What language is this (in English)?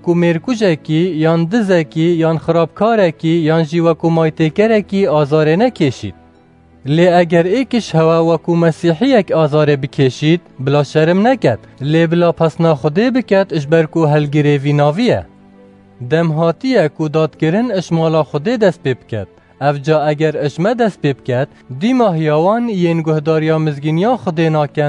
Kurdish